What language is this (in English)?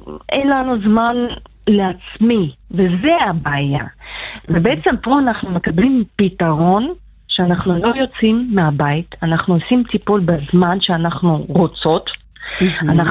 Hebrew